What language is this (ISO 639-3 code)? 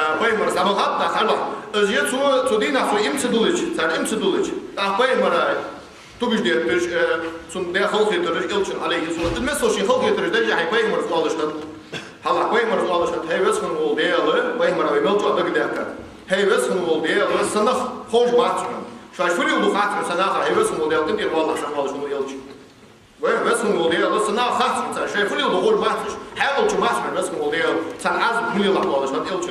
inh